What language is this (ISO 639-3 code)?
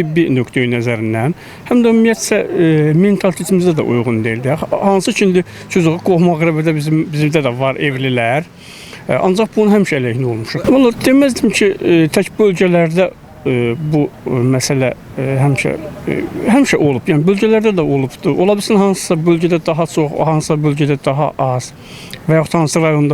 aze